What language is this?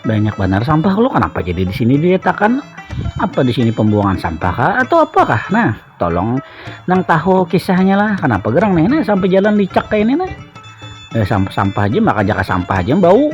Banjar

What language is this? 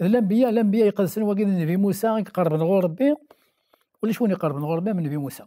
Kabyle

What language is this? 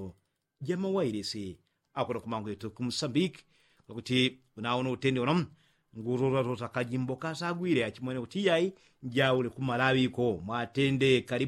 Yao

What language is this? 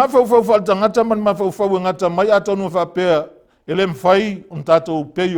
Samoan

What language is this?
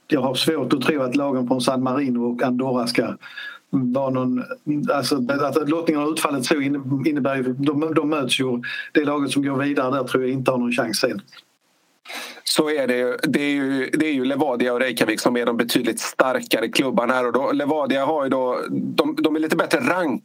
Swedish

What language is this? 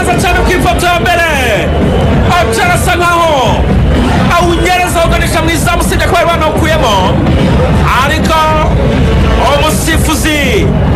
Kinyarwanda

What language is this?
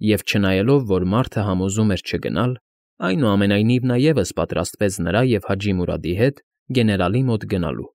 Armenian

